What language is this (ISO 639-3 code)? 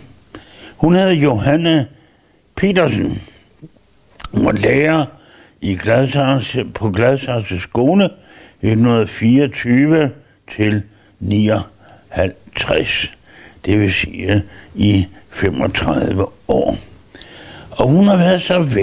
dan